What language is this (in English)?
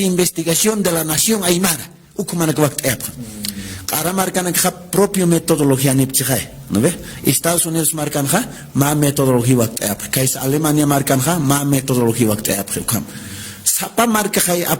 Aymara